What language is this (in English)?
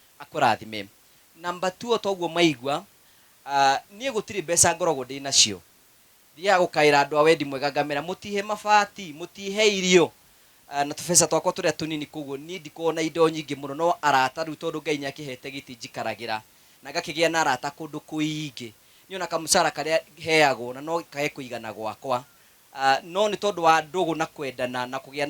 Kikuyu